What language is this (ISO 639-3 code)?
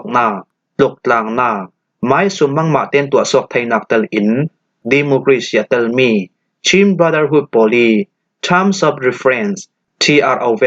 cfm